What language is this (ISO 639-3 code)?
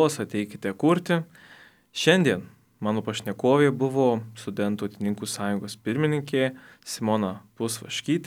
lit